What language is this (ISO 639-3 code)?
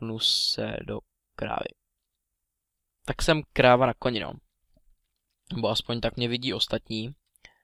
ces